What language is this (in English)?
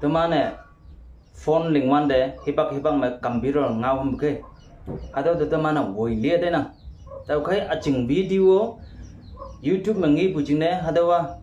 Konyak Naga